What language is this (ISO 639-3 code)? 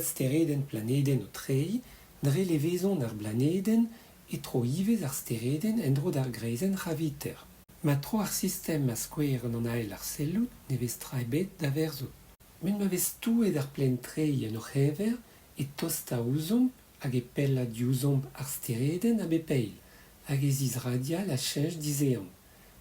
bre